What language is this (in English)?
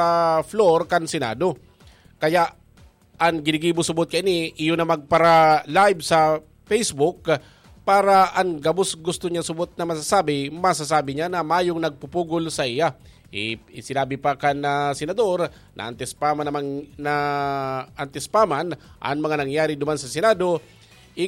Bikol